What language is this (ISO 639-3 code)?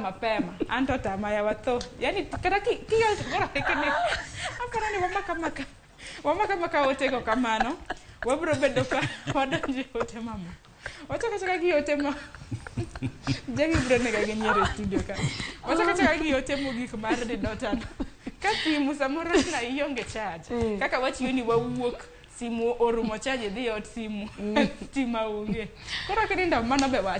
luo